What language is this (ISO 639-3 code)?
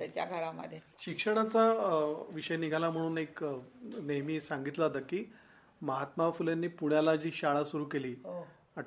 mar